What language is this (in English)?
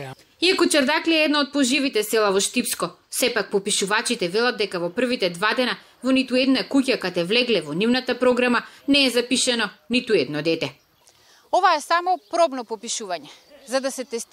Macedonian